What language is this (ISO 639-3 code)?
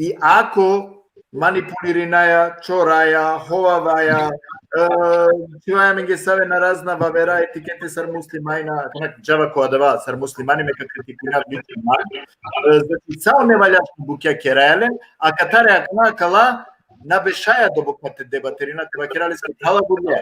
rmn